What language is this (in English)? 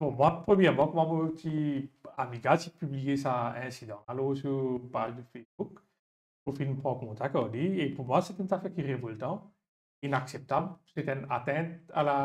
Morisyen